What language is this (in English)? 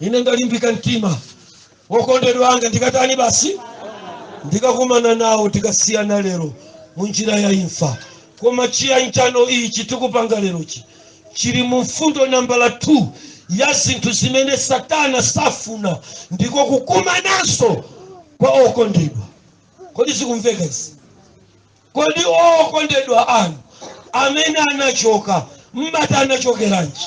Nyanja